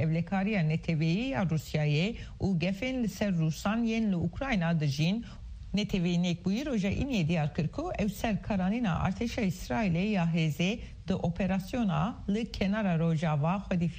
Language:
Kurdish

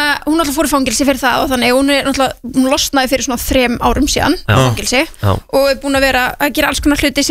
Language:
Icelandic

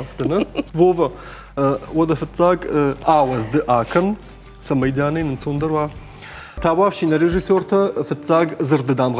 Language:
Ossetic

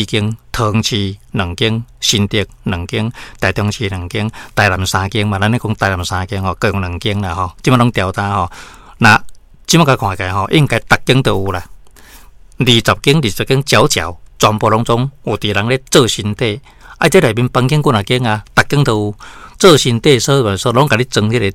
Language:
Min Nan Chinese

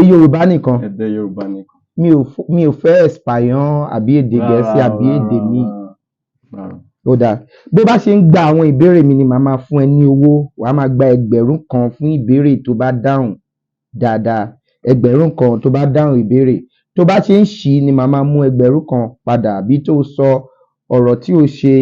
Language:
Yoruba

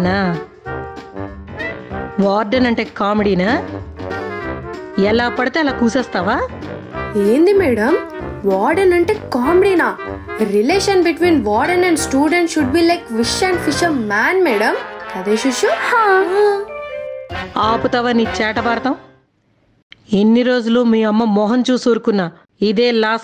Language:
Telugu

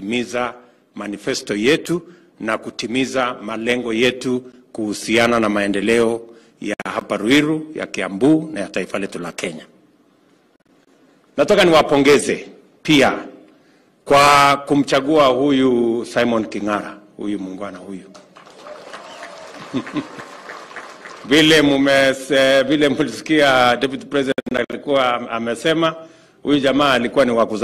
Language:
Swahili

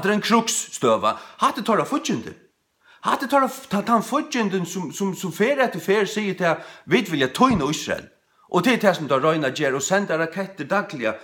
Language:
Faroese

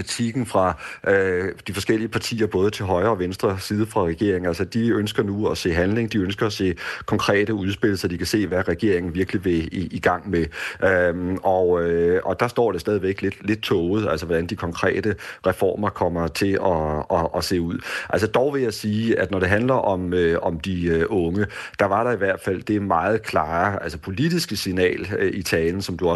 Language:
Danish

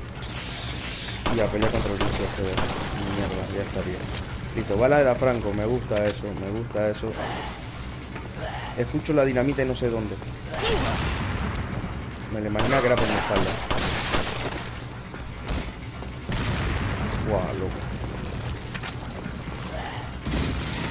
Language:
Spanish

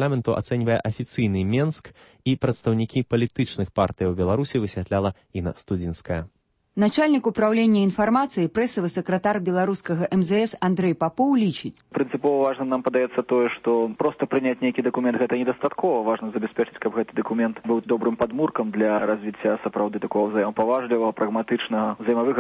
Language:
Belarusian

